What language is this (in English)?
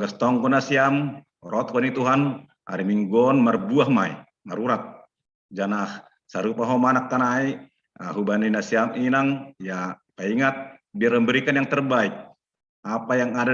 Batak Simalungun